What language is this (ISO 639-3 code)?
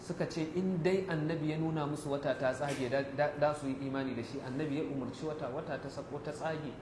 hau